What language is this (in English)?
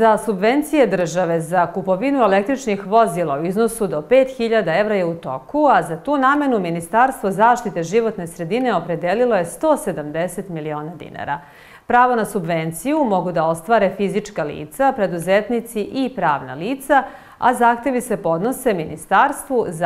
Serbian